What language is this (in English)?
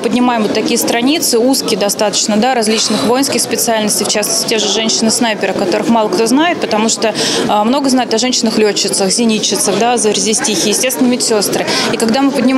Russian